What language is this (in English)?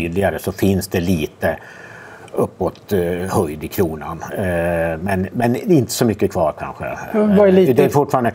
Swedish